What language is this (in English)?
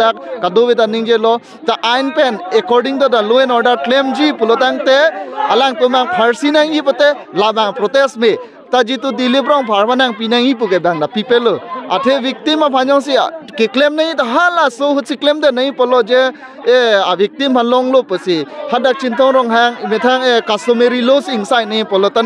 Karbi